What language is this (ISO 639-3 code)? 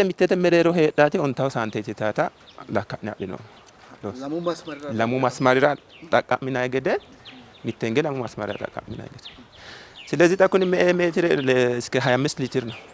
sid